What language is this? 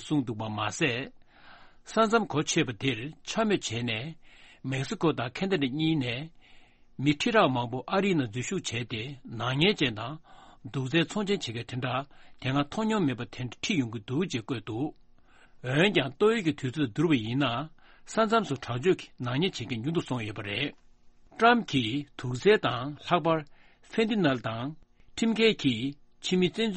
Tibetan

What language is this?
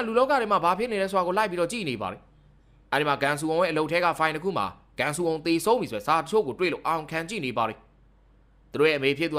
Burmese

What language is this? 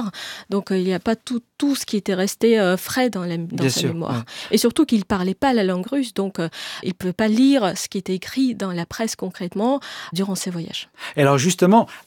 French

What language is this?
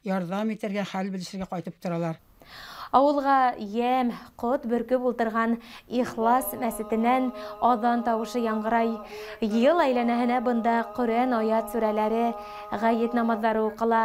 Bashkir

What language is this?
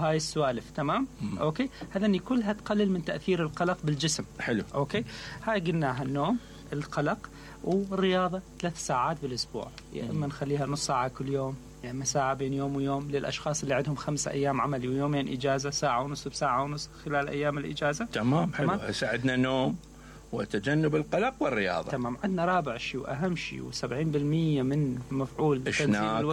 Mesopotamian Arabic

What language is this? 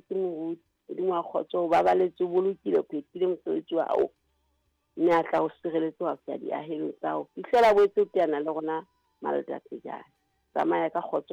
Southern Sotho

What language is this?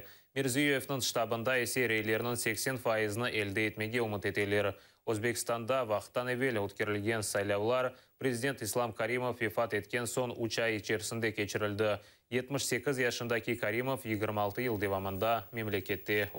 Crimean Tatar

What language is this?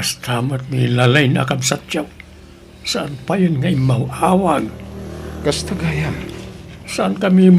Iloko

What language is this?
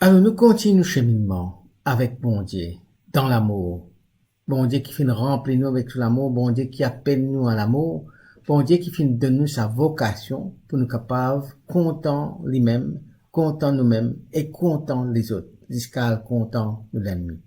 Morisyen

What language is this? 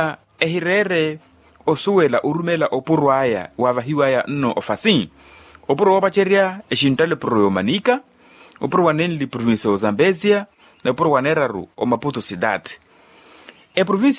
Makhuwa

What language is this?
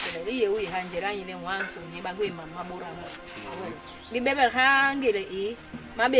Basaa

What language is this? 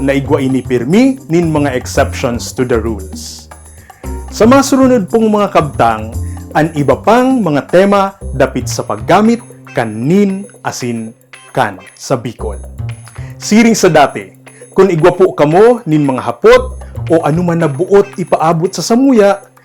Bikol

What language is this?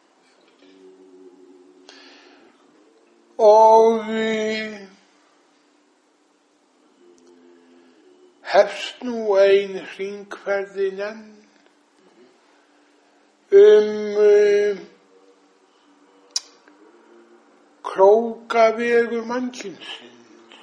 Icelandic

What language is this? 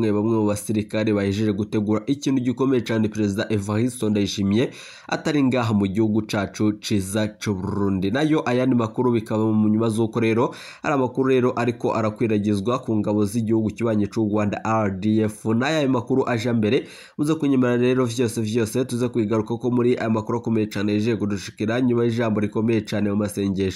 Rundi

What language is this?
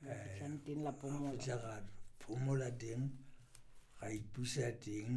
Southern Sotho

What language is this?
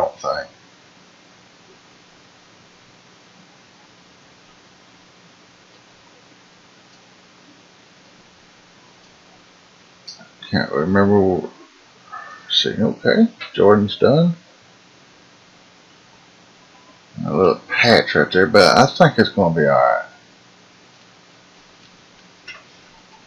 English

